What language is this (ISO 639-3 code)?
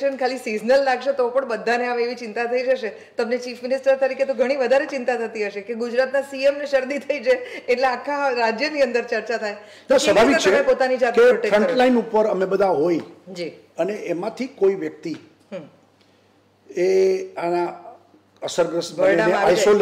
guj